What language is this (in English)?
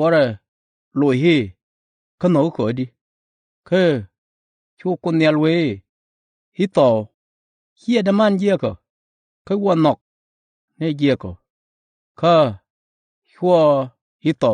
Nuer